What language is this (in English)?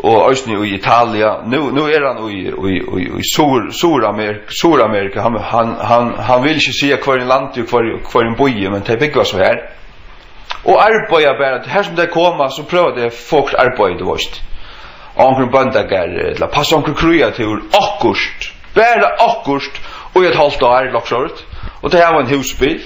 Faroese